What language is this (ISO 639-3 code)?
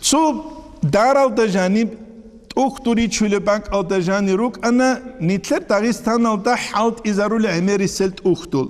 ava